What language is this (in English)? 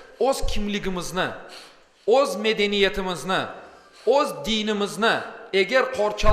Crimean Tatar